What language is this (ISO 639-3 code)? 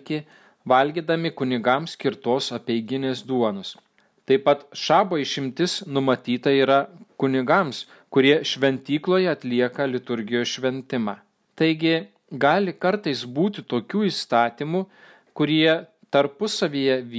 lit